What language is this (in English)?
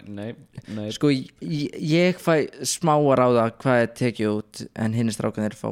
Icelandic